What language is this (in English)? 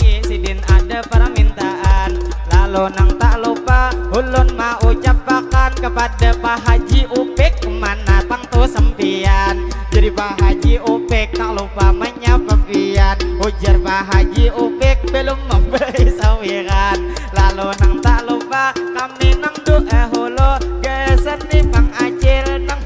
Banjar